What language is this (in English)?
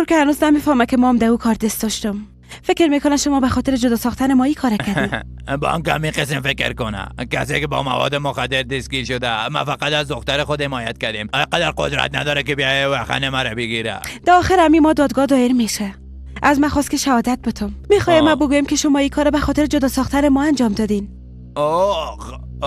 Persian